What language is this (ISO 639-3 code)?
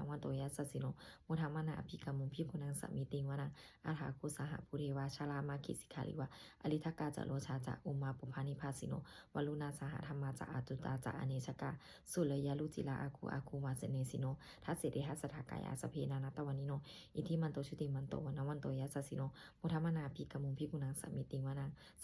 pli